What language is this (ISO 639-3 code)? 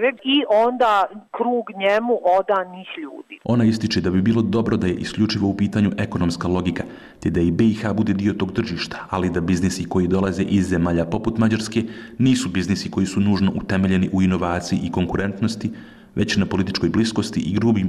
bos